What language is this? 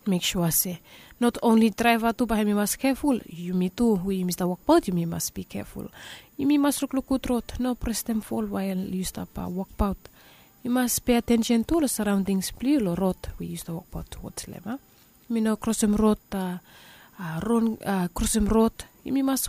Bislama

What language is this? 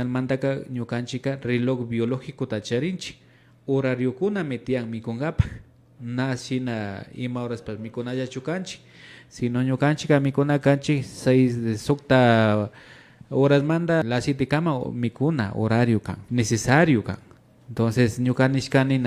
Imbabura Highland Quichua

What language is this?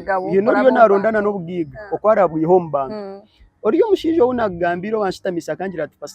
Nyankole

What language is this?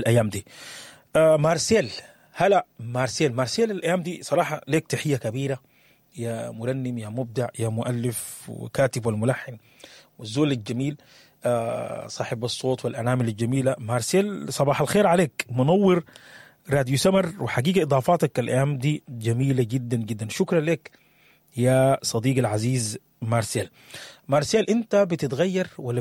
Sudanese Arabic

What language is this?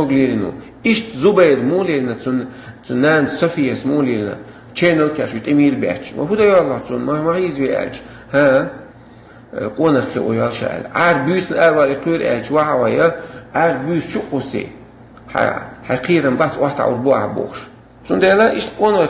Chechen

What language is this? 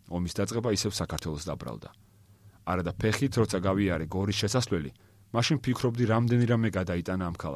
Georgian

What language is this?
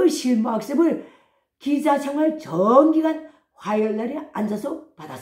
Korean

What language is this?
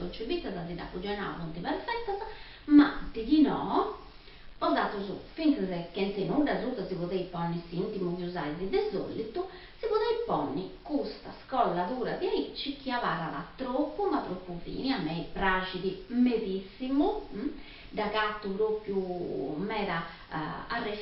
Sardinian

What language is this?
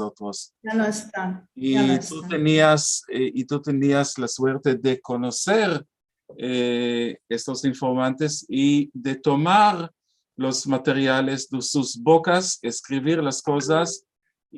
Ladino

